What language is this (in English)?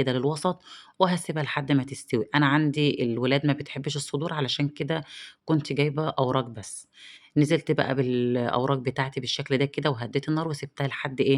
Egyptian Arabic